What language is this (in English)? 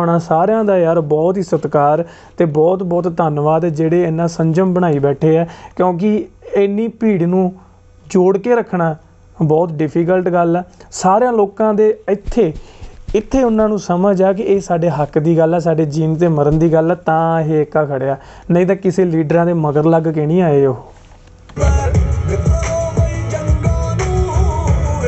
Punjabi